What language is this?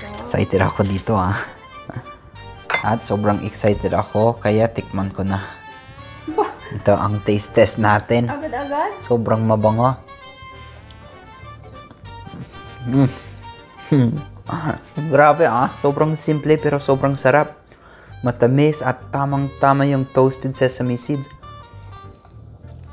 Filipino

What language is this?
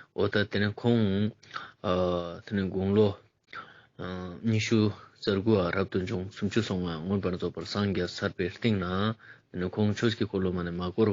Ladakhi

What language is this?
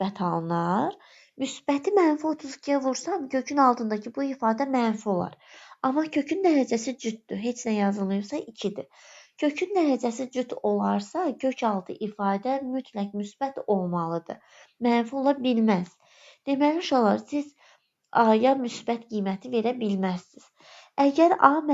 Azerbaijani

